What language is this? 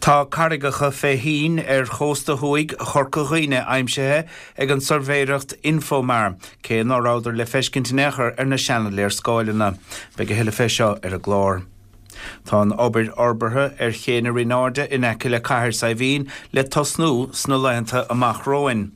Irish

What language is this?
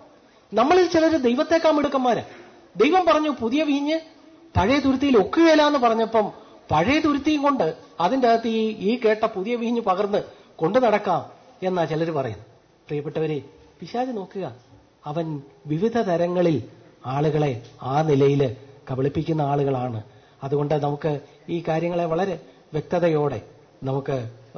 Malayalam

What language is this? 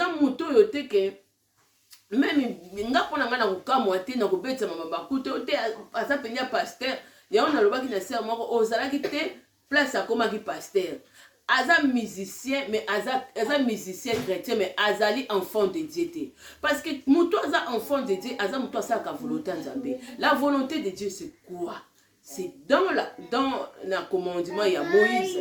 Lingala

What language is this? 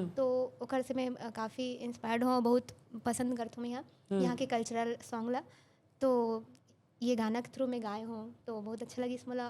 Chhattisgarhi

